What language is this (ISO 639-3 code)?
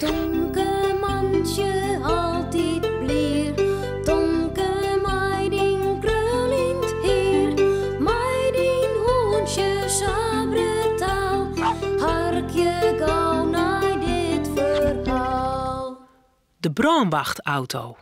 fry